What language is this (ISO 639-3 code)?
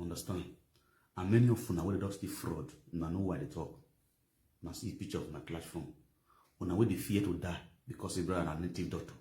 pcm